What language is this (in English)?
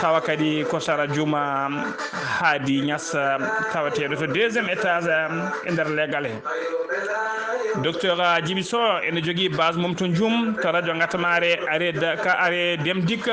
Fula